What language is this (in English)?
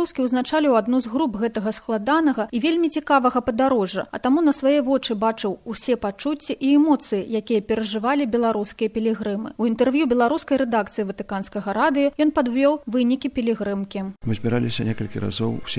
Belarusian